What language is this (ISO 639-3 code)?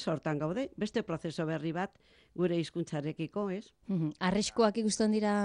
eus